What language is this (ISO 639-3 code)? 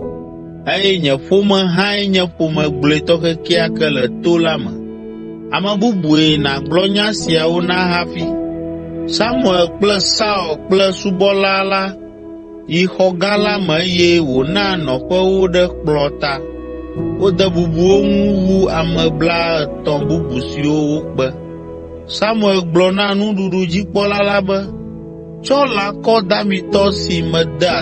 ewe